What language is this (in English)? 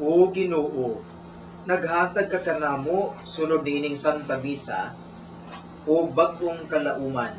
Cebuano